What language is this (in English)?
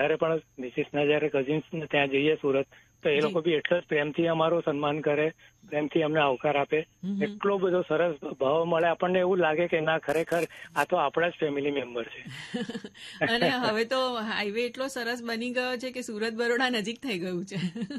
Gujarati